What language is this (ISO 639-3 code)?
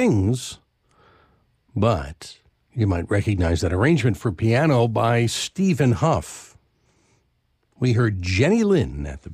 eng